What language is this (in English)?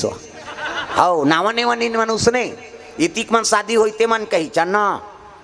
Chhattisgarhi